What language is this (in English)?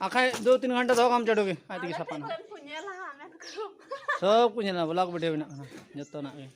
Santali